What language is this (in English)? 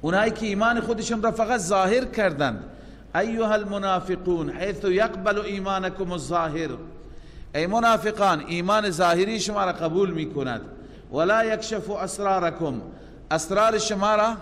Persian